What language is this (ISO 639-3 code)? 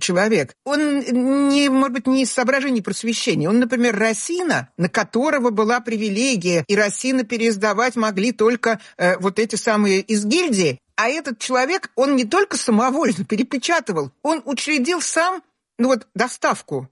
rus